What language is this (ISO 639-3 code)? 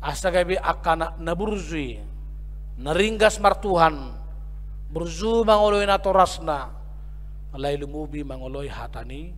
bbc